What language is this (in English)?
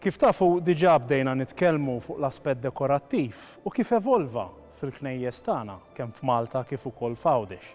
Maltese